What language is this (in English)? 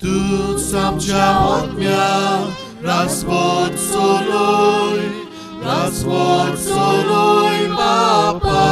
Konkani